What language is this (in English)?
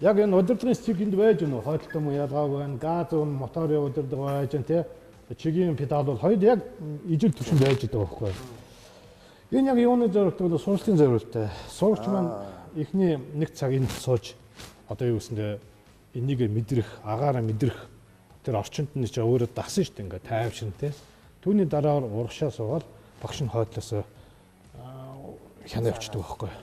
Mongolian